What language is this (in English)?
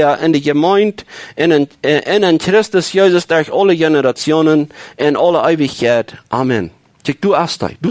Plautdietsch